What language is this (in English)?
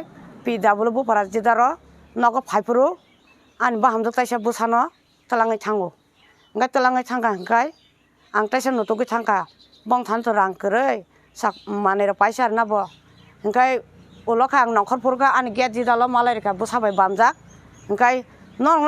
Kok Borok